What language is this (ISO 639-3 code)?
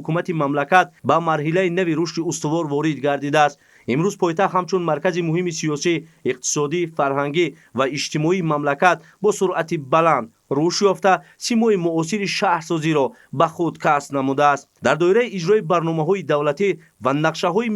tgk